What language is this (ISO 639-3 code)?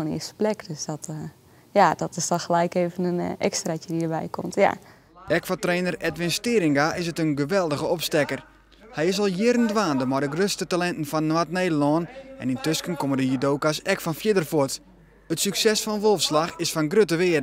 fry